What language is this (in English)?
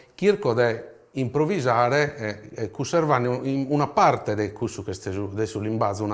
Sardinian